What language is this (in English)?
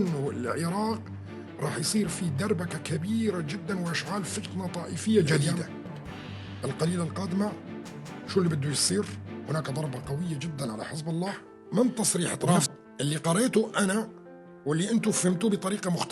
North Levantine Arabic